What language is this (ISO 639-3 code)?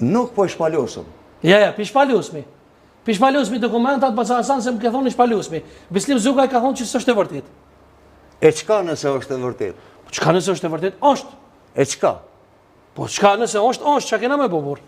sqi